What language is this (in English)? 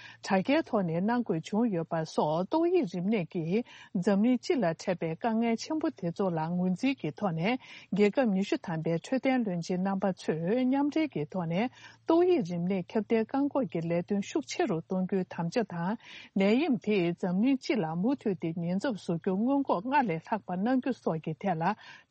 Tibetan